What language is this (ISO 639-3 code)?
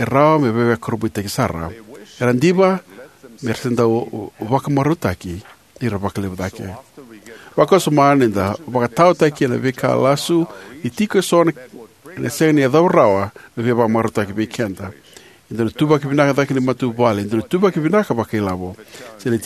fij